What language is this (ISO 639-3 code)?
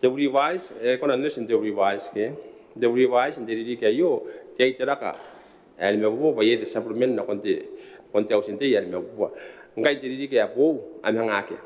gil